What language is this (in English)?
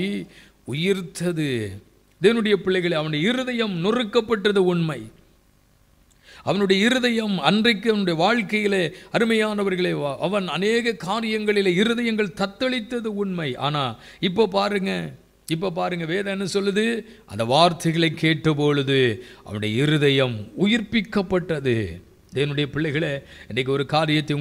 Tamil